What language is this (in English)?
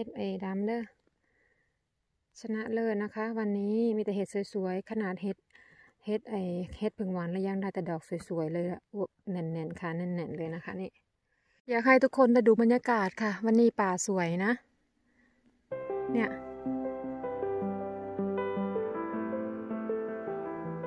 Thai